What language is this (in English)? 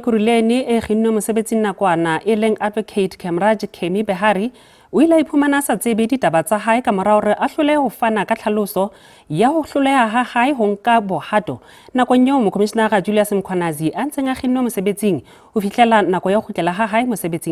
Southern Sotho